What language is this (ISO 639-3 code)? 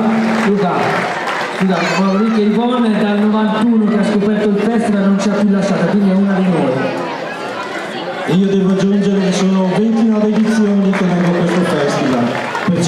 ita